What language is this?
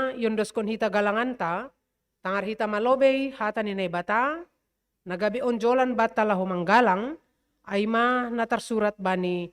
Batak Simalungun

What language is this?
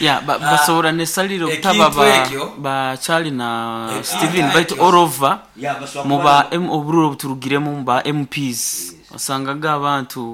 Nyoro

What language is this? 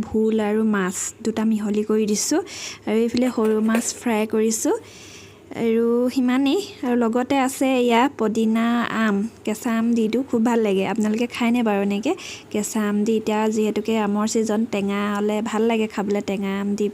Assamese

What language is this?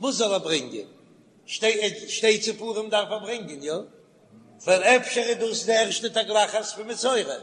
Yiddish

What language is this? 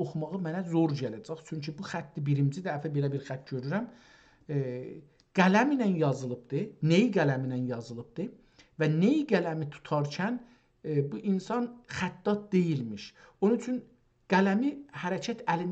South Azerbaijani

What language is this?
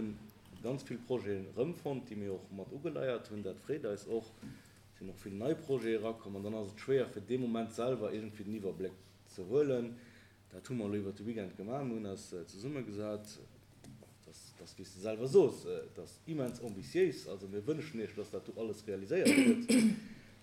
Luxembourgish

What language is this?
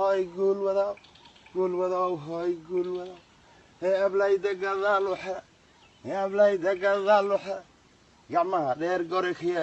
Somali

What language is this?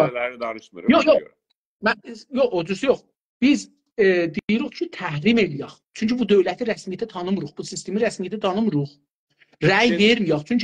South Azerbaijani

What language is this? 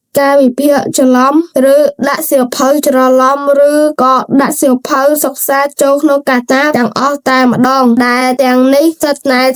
Khmer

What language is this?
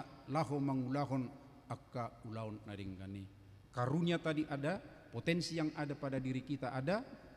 Batak Toba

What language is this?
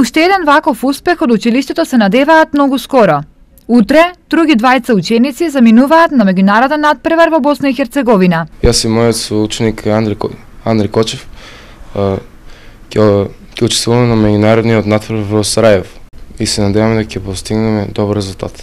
Macedonian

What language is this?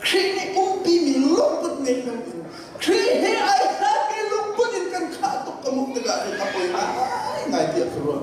Hakha Chin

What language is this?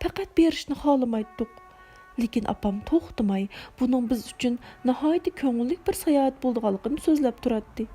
Uyghur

